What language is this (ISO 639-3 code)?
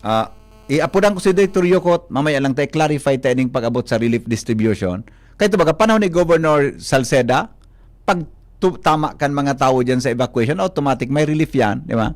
bik